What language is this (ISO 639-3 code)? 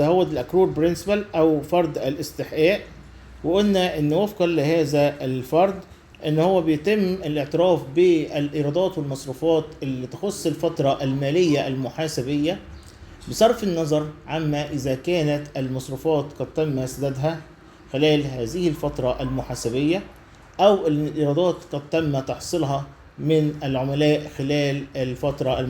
arz